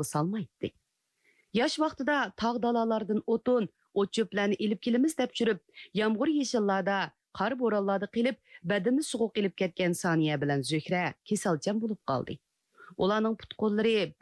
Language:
Uyghur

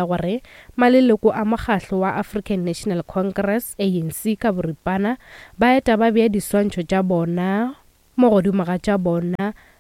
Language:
Northern Sotho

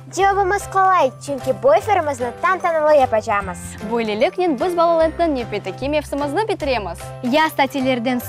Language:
Crimean Tatar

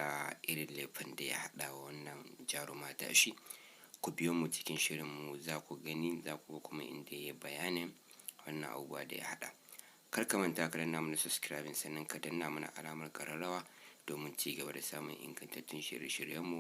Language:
Hausa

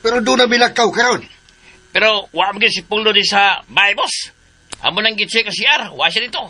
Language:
Cebuano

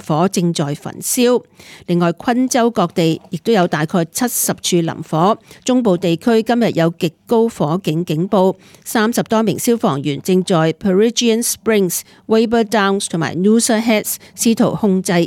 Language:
Cantonese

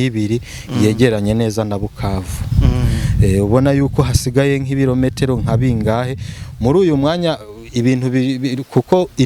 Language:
Rundi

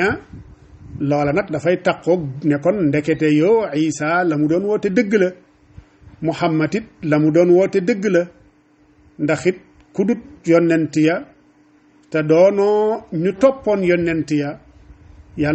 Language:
Wolof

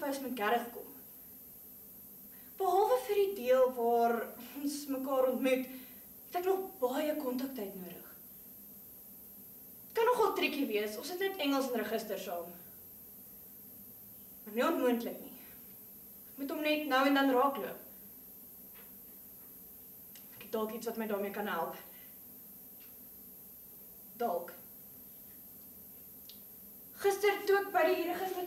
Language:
Afrikaans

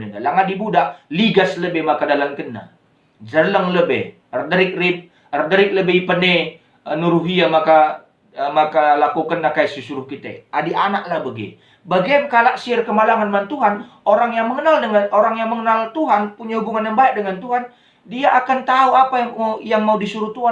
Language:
Batak Karo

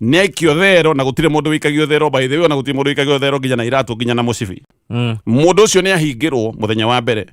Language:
Kikuyu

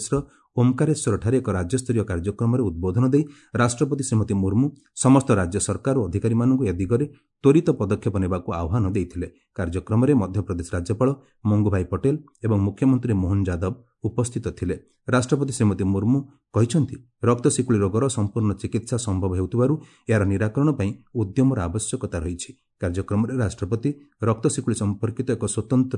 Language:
Odia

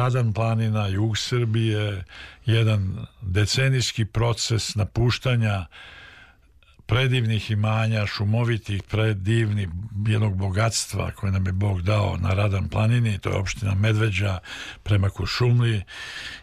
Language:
Serbian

